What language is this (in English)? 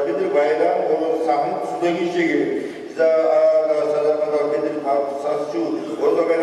Kumyk